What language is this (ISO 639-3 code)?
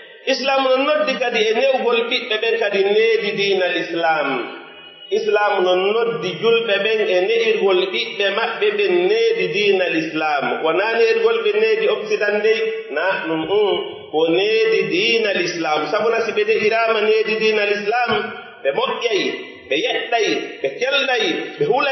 fuf